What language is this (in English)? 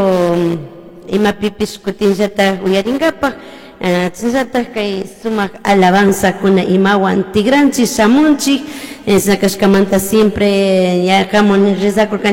Chimborazo Highland Quichua